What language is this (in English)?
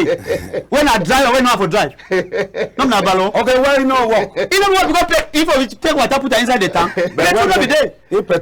Cameroon Pidgin